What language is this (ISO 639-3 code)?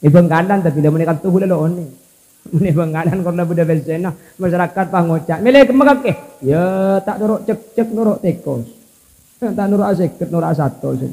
mad